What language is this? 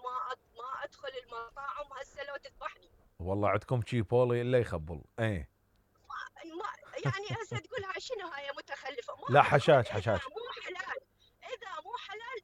Mesopotamian Arabic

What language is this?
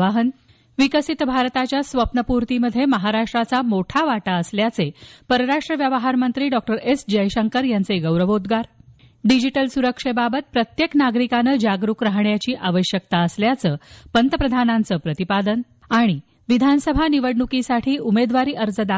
Marathi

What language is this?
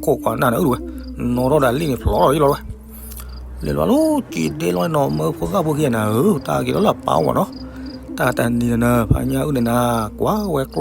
S'gaw Karen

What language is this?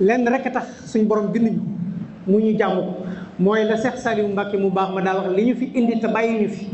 Wolof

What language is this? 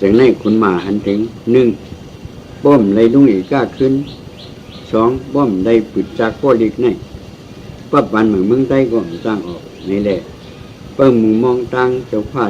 Shan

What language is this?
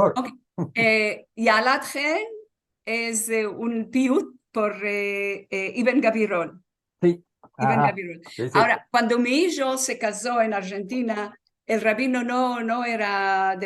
Ladino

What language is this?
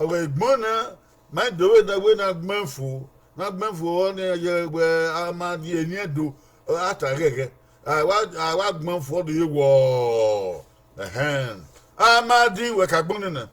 Bini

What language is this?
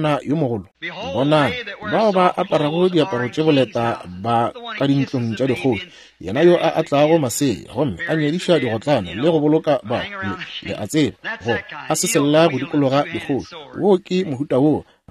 Northern Sotho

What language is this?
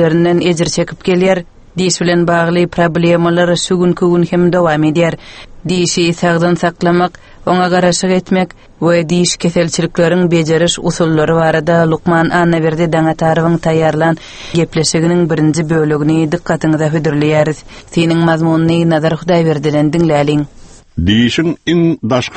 Turkmen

